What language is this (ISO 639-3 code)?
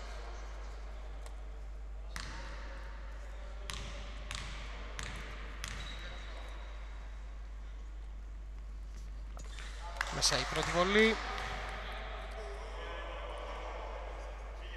ell